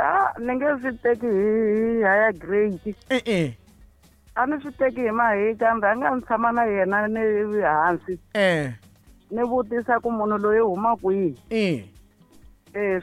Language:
Tsonga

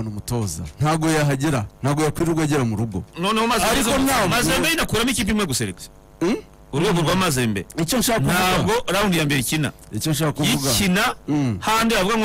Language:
Kinyarwanda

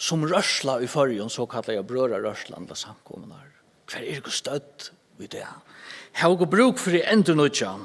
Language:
Faroese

